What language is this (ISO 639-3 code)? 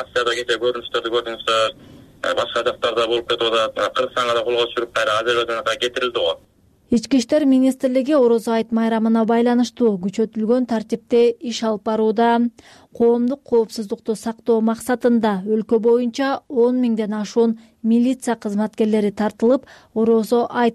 kir